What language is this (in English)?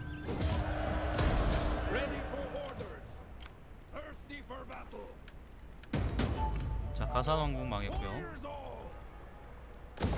Korean